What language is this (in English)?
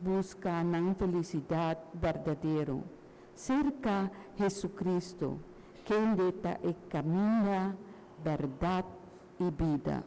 Papiamento